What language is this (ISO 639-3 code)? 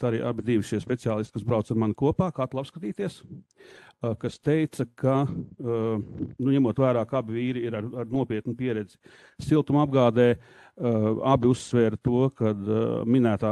lav